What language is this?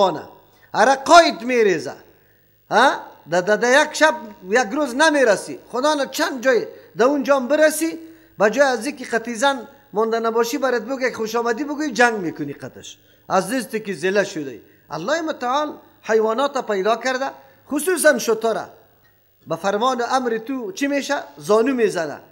Persian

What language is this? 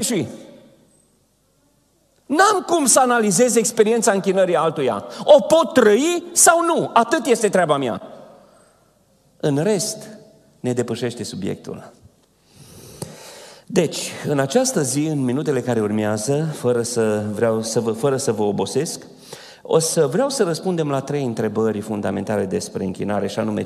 Romanian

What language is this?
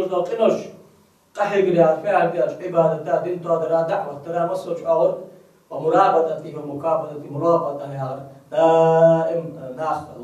Ingush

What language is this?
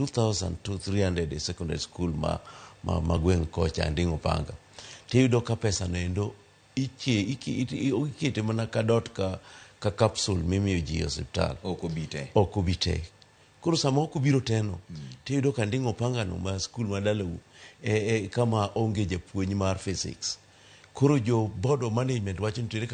Luo (Kenya and Tanzania)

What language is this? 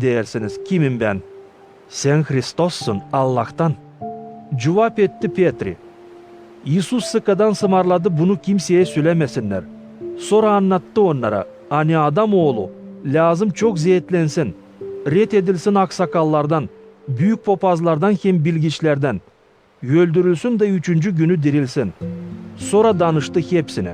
Gagauz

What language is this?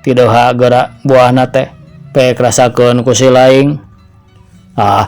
Sundanese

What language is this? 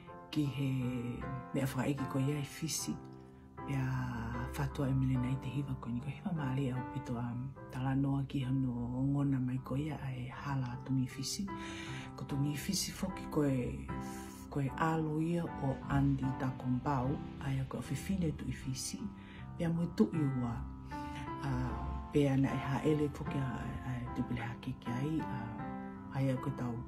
Tongan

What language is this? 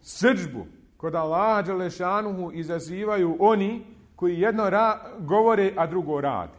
Bosnian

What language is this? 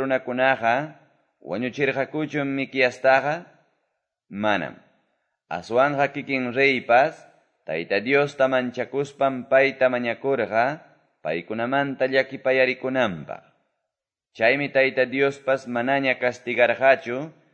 Quechua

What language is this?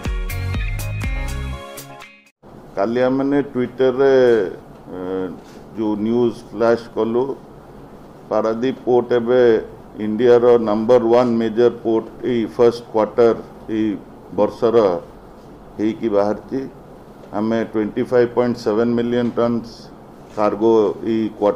Odia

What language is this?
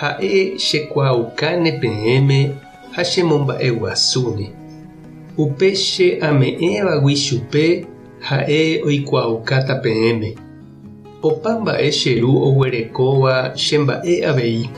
Guarani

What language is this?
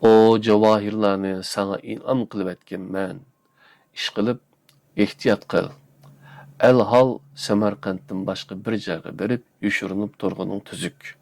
Uyghur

